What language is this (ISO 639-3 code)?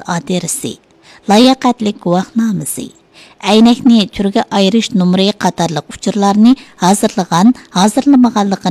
uig